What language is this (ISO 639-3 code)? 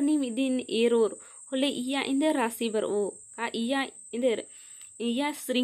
kru